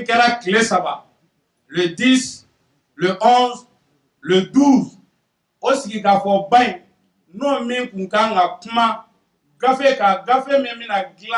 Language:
Bambara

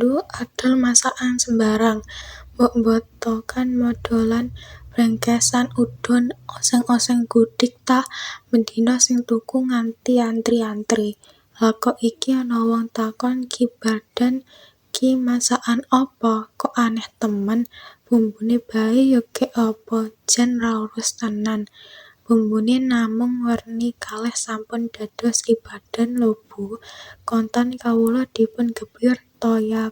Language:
Javanese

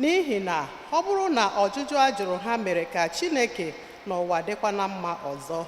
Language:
Igbo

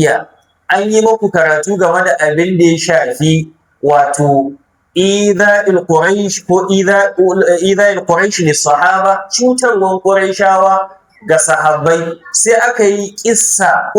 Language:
Hausa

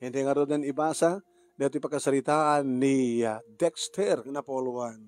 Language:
Iloko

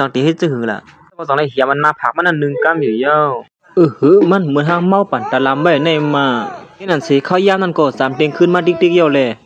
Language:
Shan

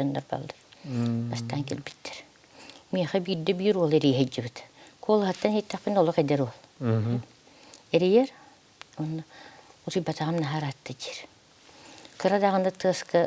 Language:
Yakut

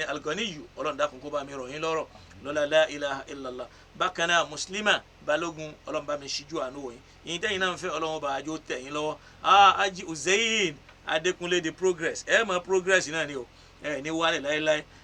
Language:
Yoruba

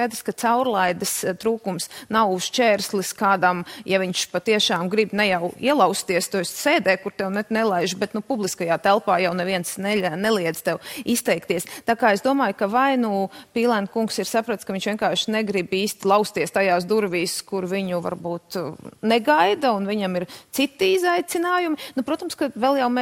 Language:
Latvian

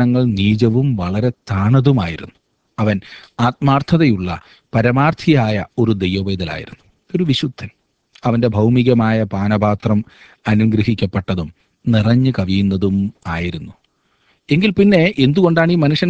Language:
Malayalam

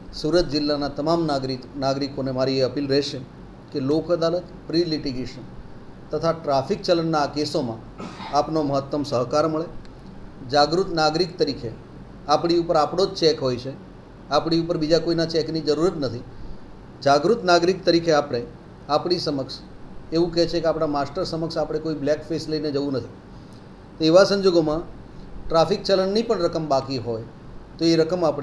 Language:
Gujarati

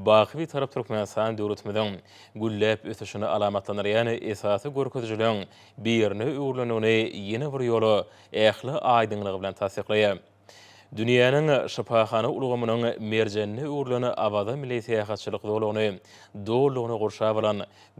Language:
Turkmen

